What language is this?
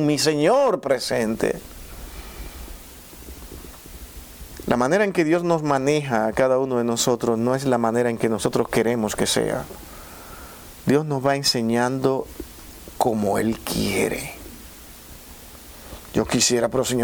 Spanish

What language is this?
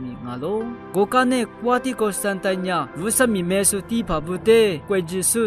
Lisu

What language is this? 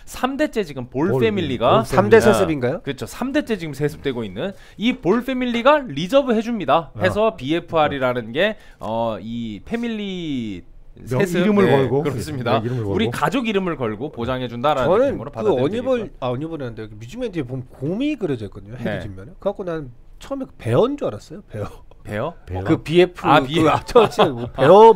Korean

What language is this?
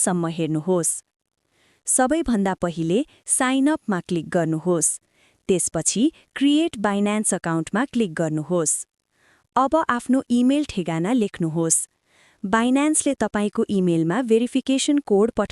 Nepali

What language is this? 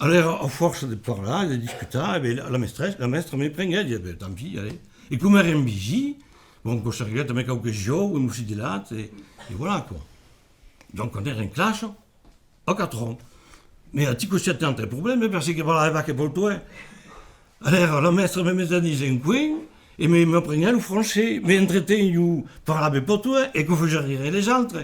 Occitan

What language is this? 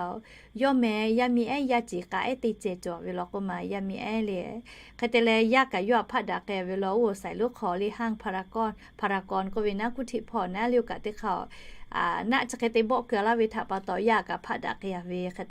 Lahu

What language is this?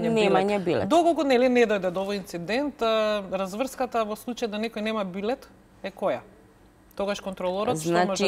Macedonian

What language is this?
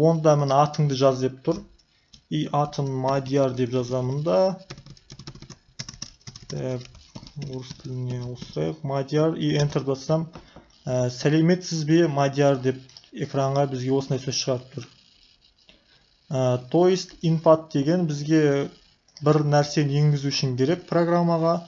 Kazakh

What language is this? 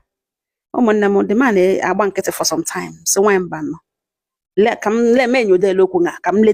Igbo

